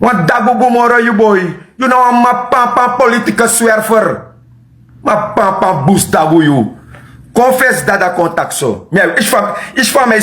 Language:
Sranan Tongo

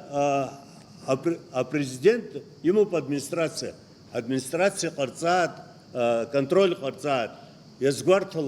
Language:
Abkhazian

